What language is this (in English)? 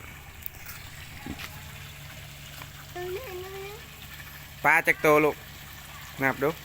Lao